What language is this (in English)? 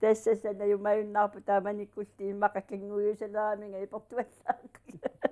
Kalaallisut